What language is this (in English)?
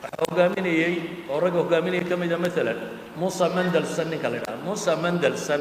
Somali